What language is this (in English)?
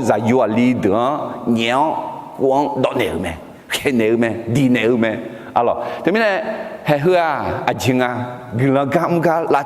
Akha